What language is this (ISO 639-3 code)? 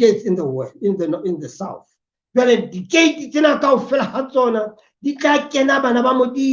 sot